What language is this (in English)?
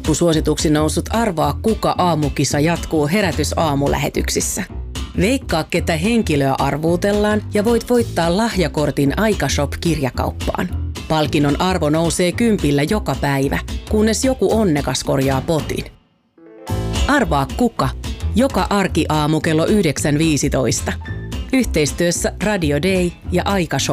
Finnish